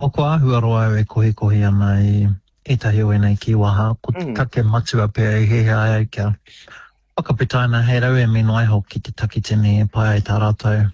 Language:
Māori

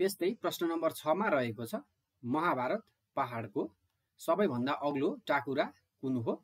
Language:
Nepali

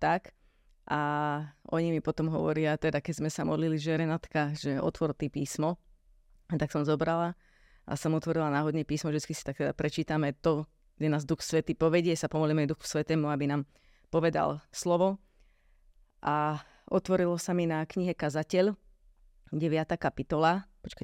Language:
Slovak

